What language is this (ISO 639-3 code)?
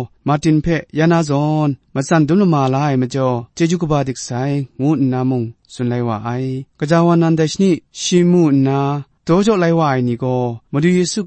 kac